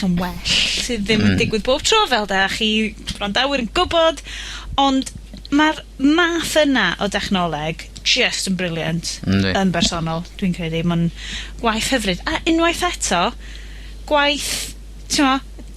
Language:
Welsh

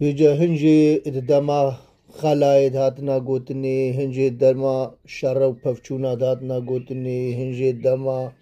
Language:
Kurdish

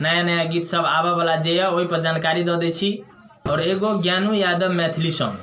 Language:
Maithili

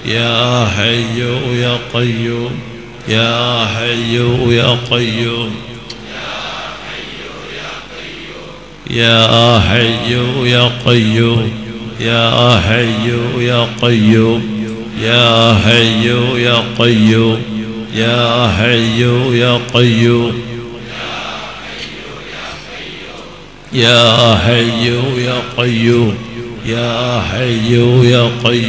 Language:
Malayalam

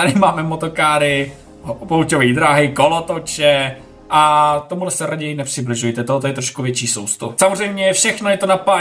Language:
Czech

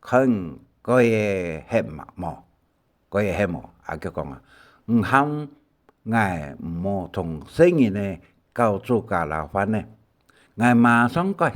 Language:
Hakka Chinese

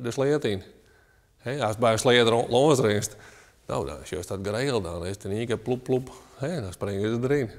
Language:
Western Frisian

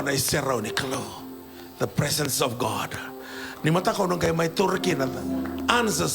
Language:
Fijian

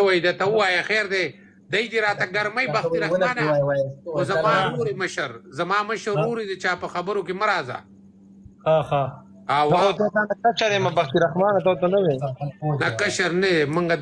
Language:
Pashto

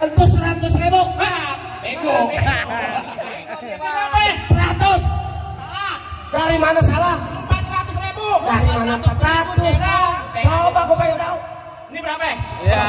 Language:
Betawi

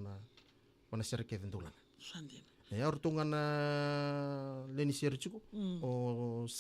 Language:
Fijian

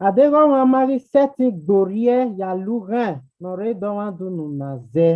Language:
Bini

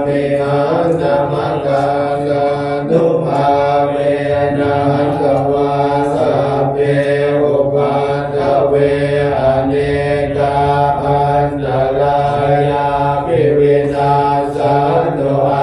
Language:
Pali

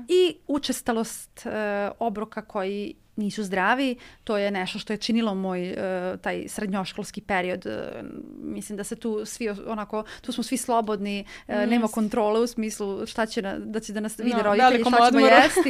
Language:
Serbian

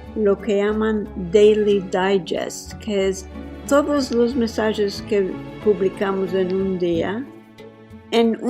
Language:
Ladino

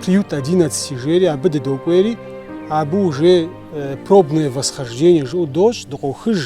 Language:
Kabardian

